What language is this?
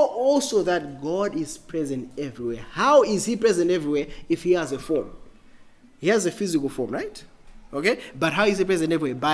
English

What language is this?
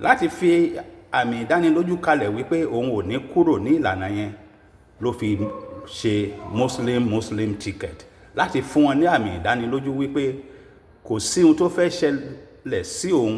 Yoruba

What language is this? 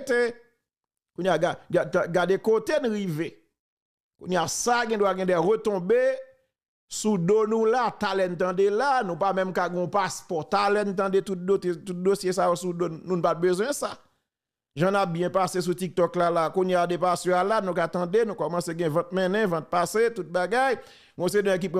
Haitian Creole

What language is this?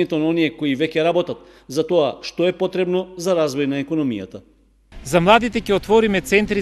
Macedonian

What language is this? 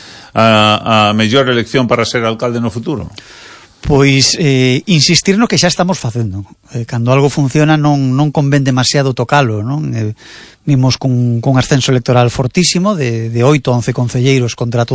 Galician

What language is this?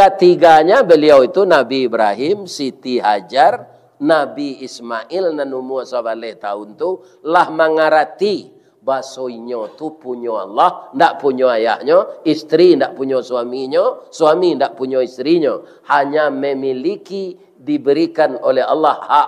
Minangkabau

